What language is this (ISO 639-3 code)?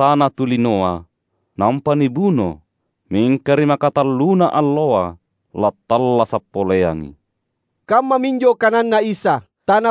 mak